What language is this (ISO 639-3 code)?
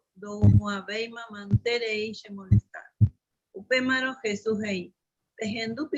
grn